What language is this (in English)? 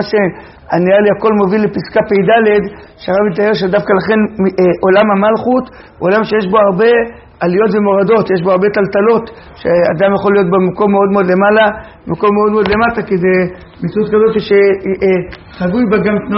Hebrew